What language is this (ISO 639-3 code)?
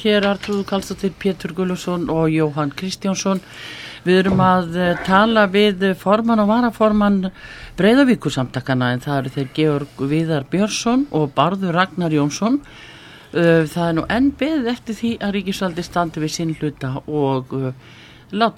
isl